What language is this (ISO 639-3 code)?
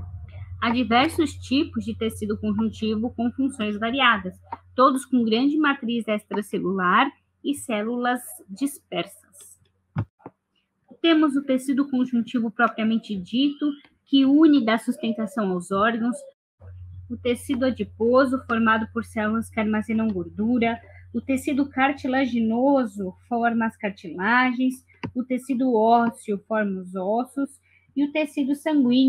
por